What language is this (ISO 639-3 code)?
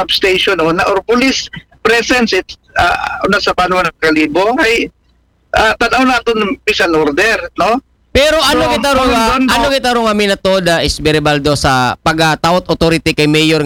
akl